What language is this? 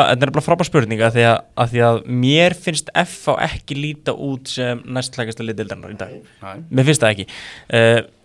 Icelandic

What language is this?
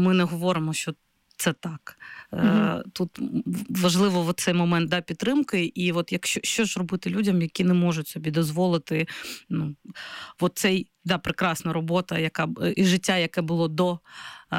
Ukrainian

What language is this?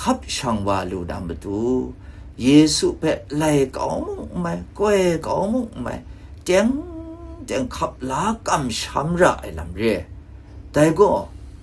Kachin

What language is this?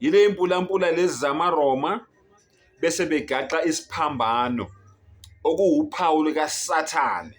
Zulu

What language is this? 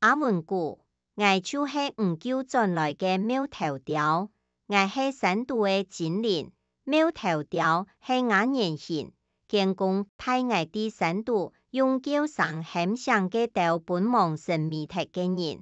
Hakka Chinese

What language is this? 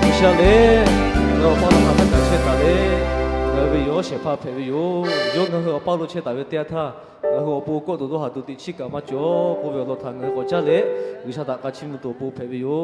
Lahu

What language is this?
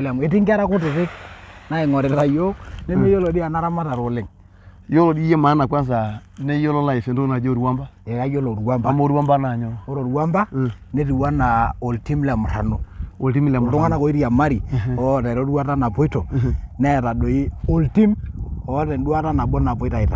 Masai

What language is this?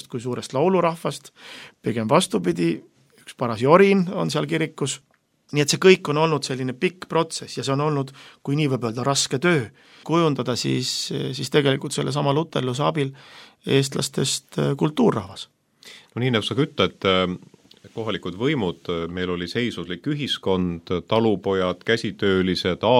Estonian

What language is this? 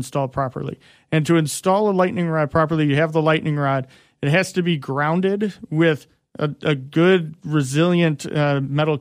English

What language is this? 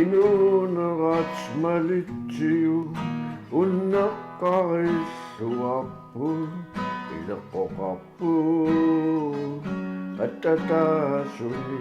Kalaallisut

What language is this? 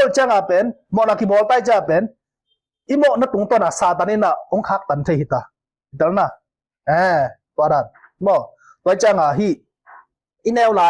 Tedim Chin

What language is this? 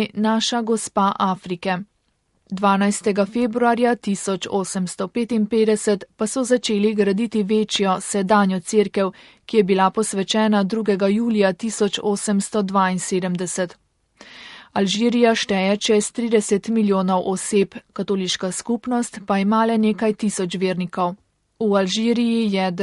Slovenian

